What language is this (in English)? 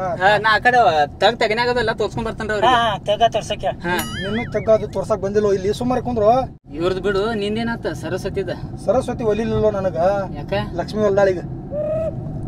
Kannada